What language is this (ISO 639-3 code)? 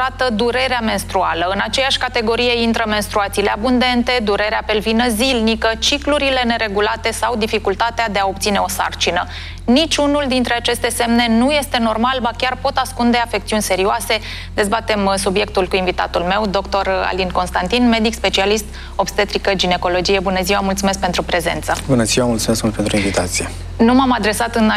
ron